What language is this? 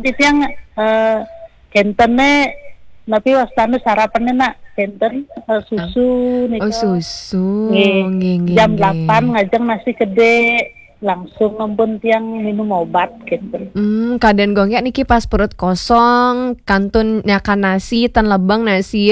Balinese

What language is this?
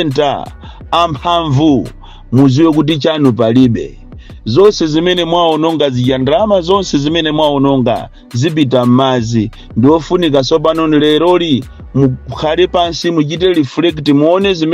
Nyanja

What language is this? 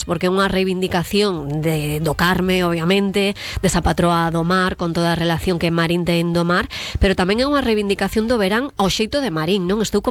Galician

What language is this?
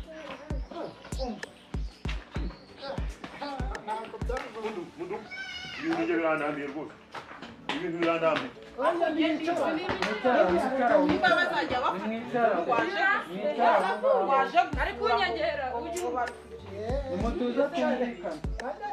Kinyarwanda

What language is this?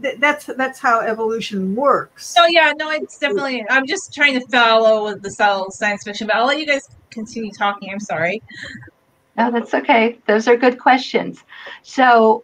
English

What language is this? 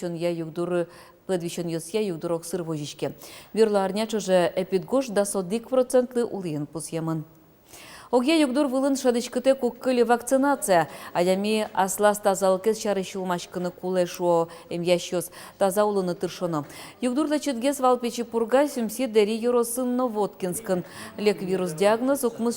Udmurt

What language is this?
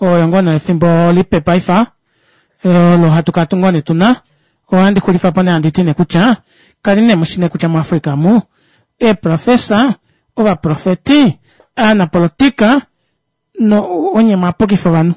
Kuanyama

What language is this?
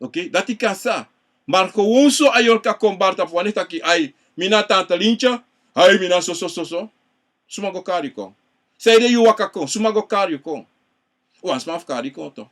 Sranan Tongo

